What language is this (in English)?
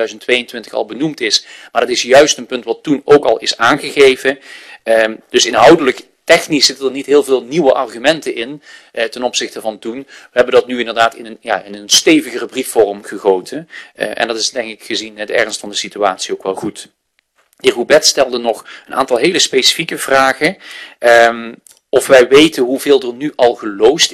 Dutch